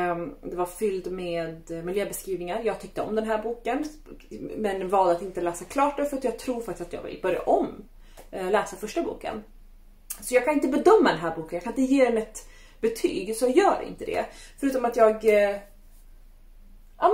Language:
Swedish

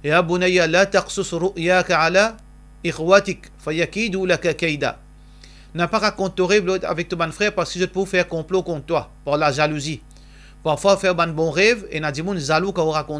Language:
Morisyen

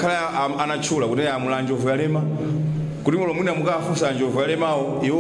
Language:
Nyanja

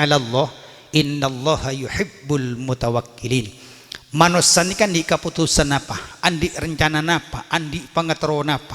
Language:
Madurese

